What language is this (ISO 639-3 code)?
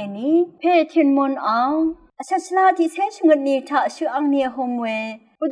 raw